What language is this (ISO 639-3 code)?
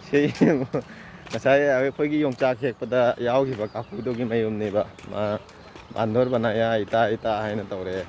mni